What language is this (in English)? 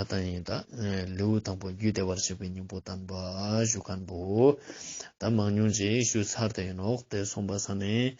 Ladakhi